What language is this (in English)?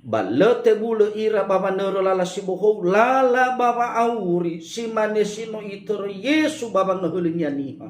Nias